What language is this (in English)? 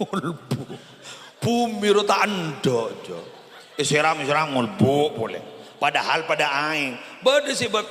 Madurese